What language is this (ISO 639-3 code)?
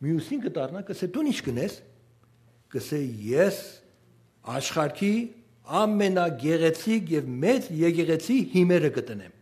hyw